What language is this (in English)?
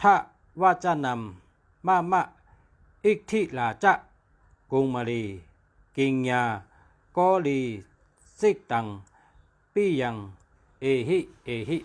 Shan